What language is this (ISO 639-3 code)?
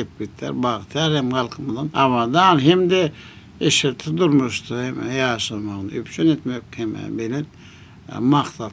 tuk